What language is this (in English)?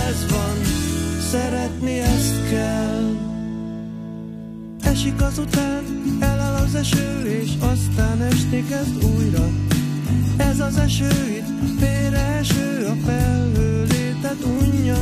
Hungarian